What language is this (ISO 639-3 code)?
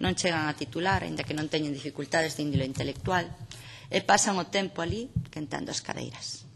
glg